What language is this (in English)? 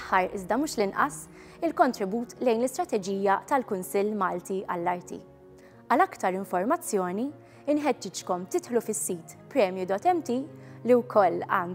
Maltese